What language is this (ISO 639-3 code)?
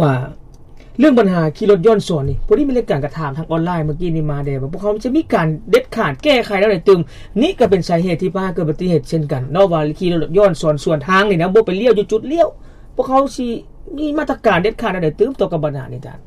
lao